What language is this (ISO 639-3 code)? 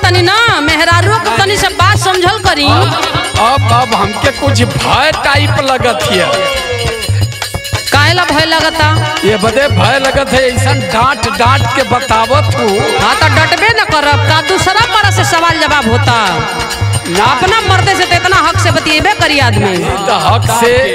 bho